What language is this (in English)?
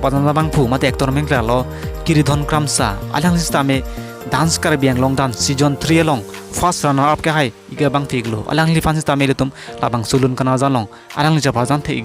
Karbi